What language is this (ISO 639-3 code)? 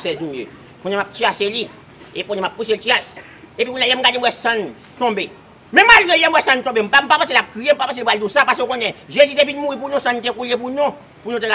hat